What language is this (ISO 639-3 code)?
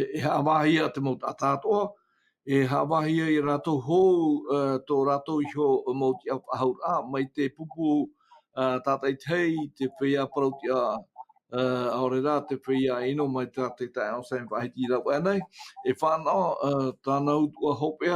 tah